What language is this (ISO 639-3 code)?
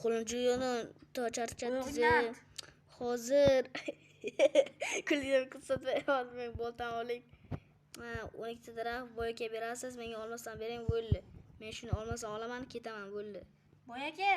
uzb